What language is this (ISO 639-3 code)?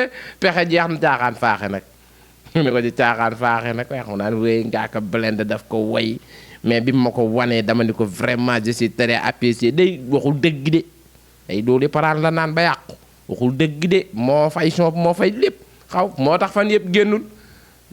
wol